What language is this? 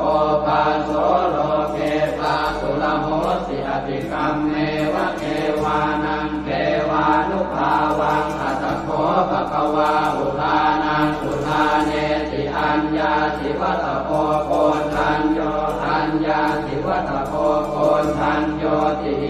Pali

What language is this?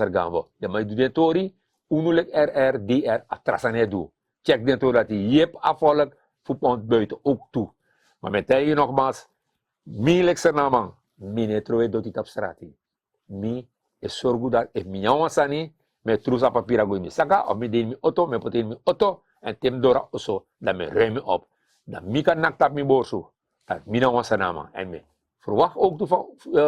Sranan Tongo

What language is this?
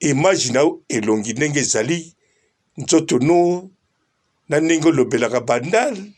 Lingala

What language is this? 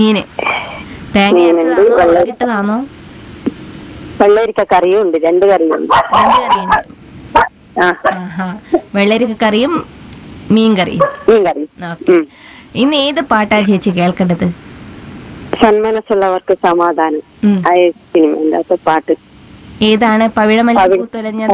Malayalam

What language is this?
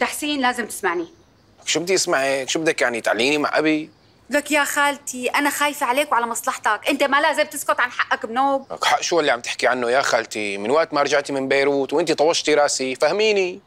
North Levantine Arabic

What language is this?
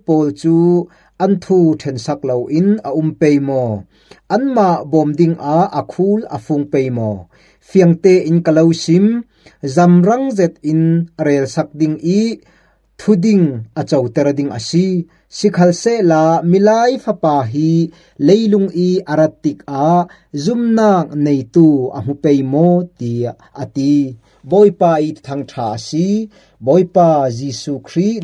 Falam Chin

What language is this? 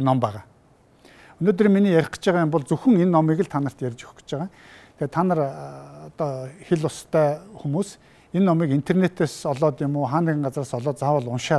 Mongolian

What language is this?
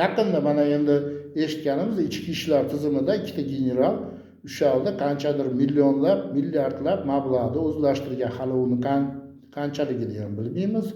Uzbek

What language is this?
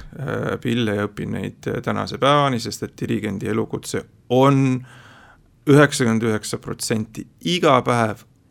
Estonian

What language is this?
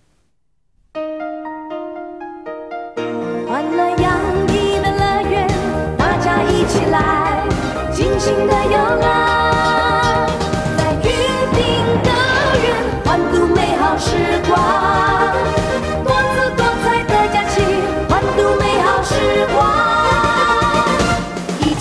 Chinese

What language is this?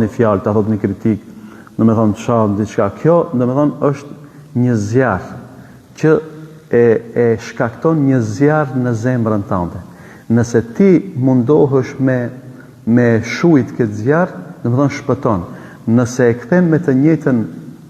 Albanian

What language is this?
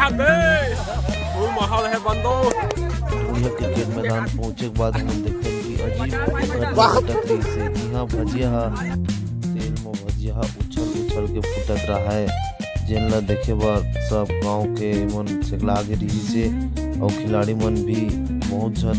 Chhattisgarhi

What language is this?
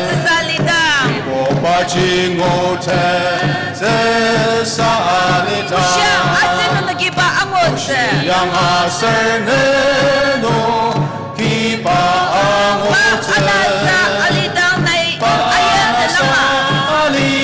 Ao Naga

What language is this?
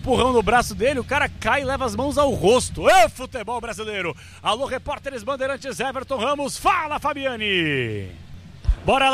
Portuguese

